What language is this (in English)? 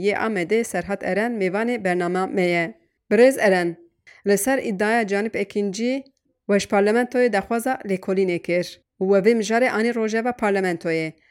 Kurdish